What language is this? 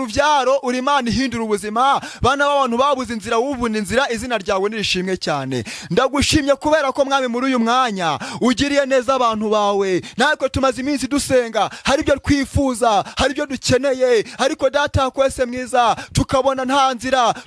Kinyarwanda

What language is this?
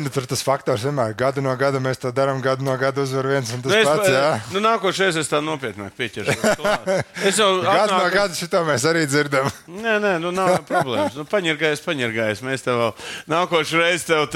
Latvian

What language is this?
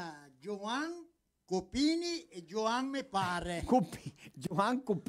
Venetian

